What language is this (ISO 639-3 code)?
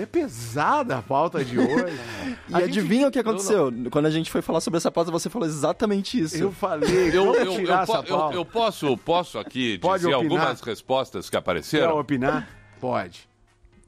por